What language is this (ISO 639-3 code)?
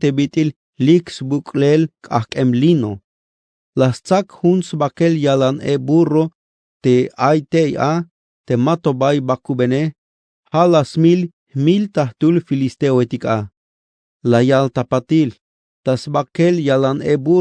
tzh